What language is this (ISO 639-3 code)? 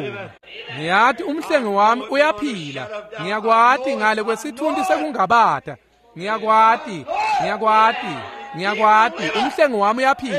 ssw